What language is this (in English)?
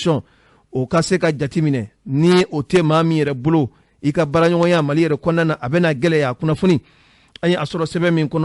Bambara